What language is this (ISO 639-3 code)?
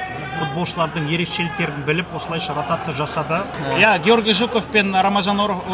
kaz